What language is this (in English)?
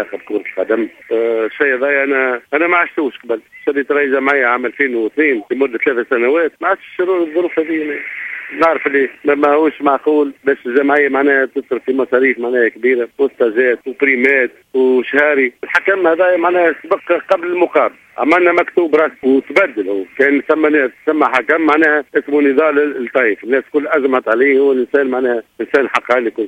Tunisian Arabic